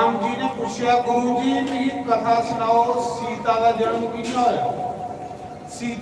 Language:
Dogri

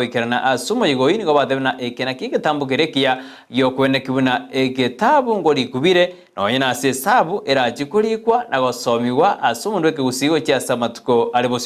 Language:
Gusii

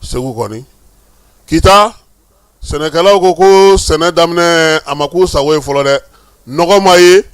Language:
Bambara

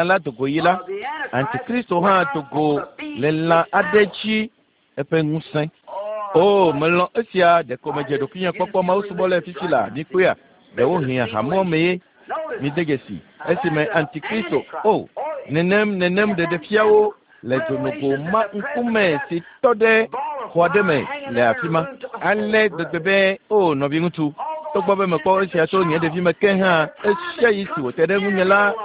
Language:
Ewe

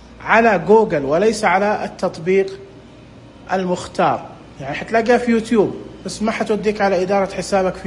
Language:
Najdi Arabic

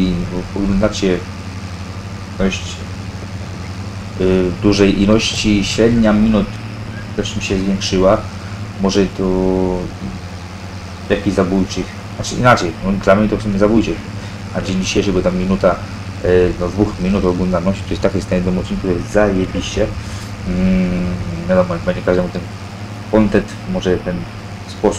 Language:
Polish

